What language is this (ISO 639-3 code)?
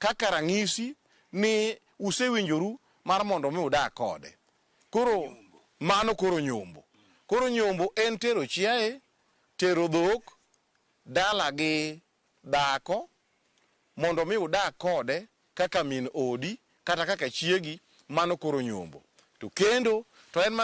luo